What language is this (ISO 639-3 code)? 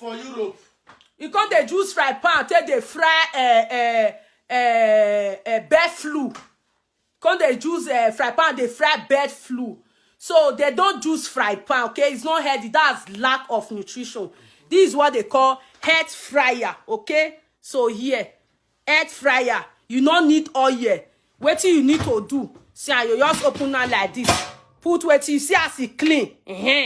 pcm